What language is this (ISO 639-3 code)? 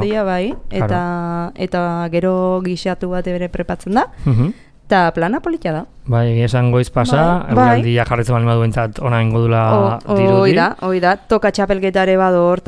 eus